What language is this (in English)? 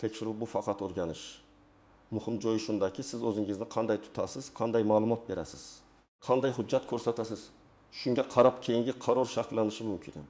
Uzbek